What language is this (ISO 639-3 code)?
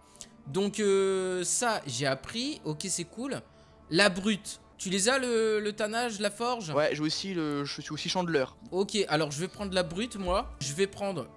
fra